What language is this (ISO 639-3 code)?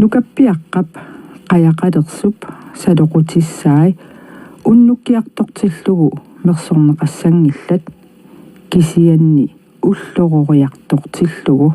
kal